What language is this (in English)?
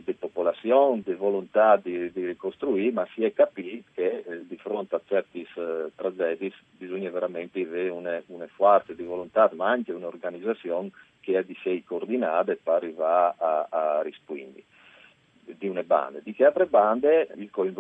Friulian